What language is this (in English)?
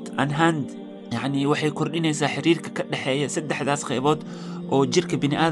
Somali